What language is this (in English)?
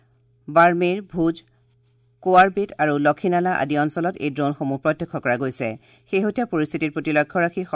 Assamese